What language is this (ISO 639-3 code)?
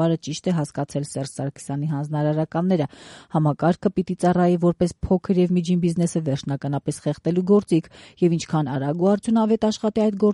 hye